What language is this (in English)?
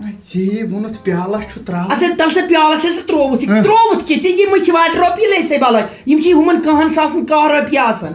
Kashmiri